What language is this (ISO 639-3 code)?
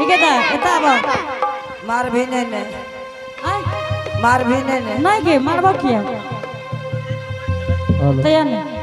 anp